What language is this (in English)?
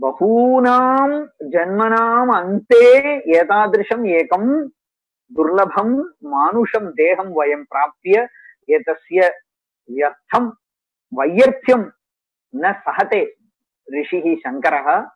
Sanskrit